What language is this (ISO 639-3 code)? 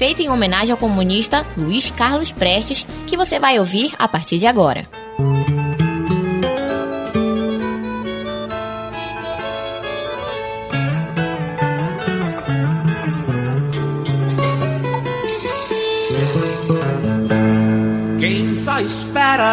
por